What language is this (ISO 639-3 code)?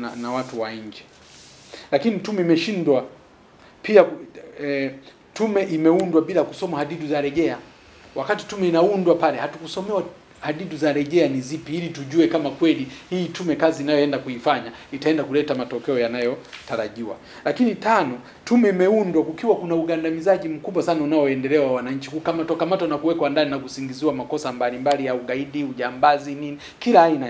swa